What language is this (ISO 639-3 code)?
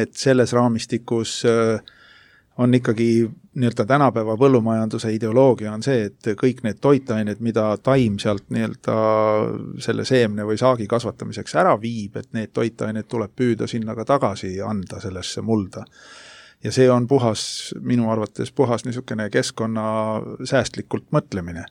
est